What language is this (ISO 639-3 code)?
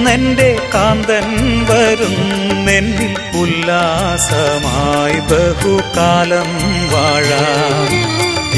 mal